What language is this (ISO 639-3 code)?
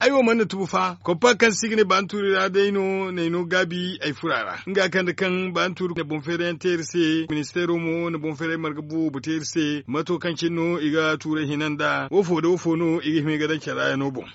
dje